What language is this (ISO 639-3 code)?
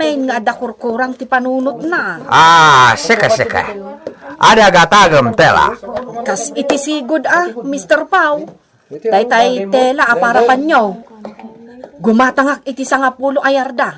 ilo